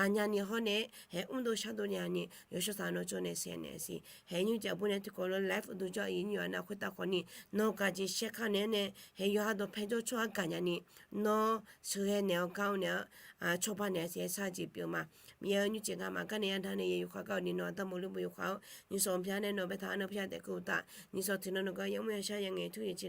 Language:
Akha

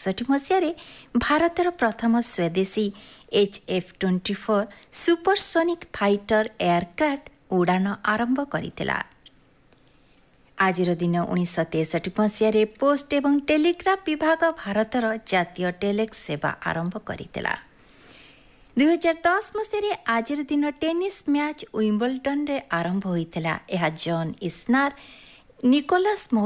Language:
Odia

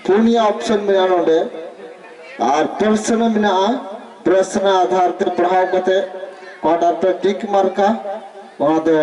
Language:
Santali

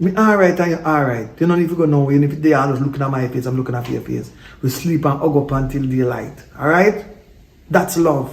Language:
Jamaican Creole English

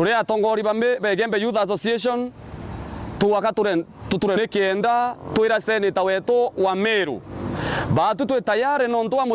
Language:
Meru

